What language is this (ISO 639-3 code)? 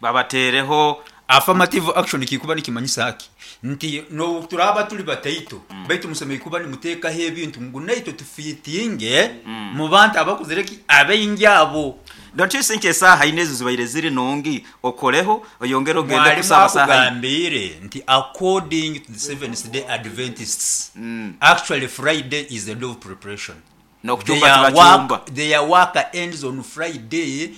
nyo